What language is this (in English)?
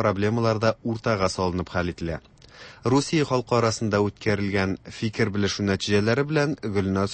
Tatar